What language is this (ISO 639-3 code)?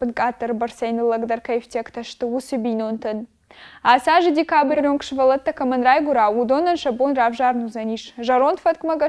oss